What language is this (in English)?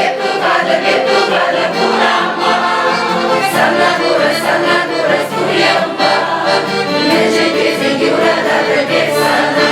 Chuvash